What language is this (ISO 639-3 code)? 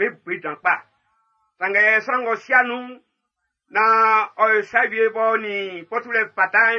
bci